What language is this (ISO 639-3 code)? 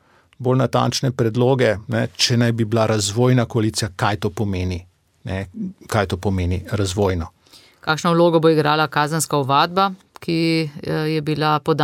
slv